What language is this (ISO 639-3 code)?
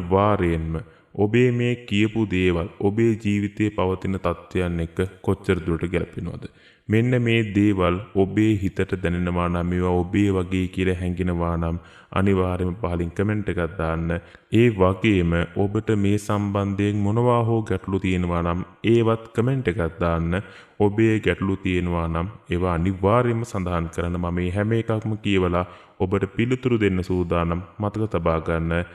sin